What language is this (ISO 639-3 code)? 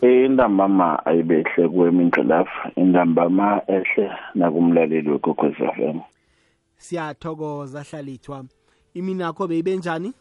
nbl